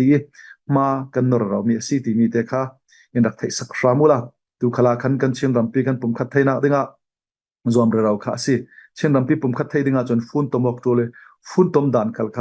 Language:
Falam Chin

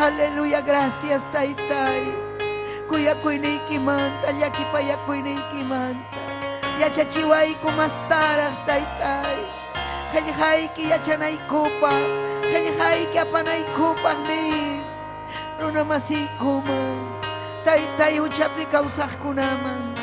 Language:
Ayacucho Quechua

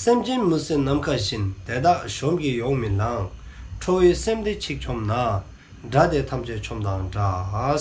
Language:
Dzongkha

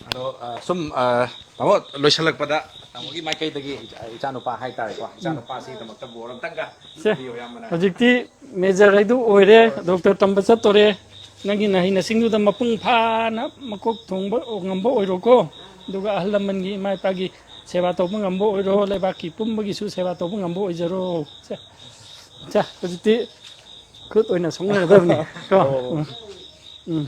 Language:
Manipuri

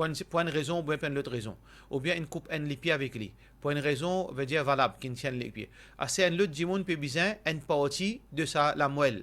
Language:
Morisyen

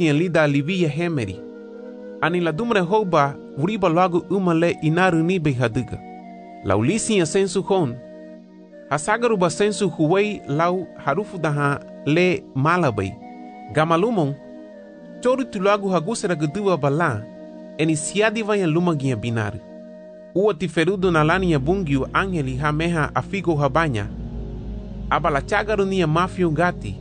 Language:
Garifuna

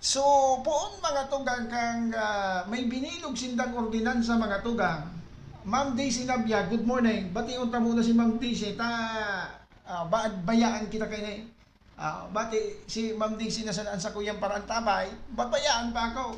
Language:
Bikol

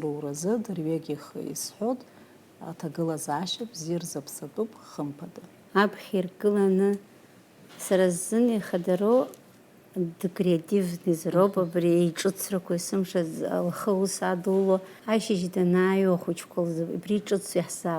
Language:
Abkhazian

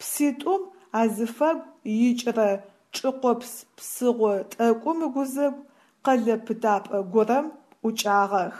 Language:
Adyghe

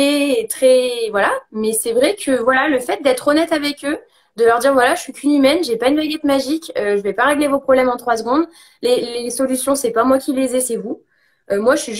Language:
French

